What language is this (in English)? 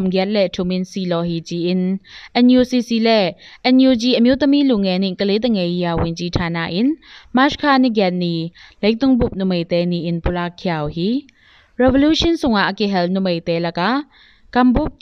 Tedim Chin